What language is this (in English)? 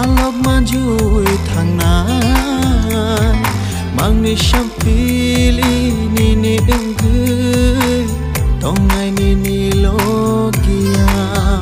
Kok Borok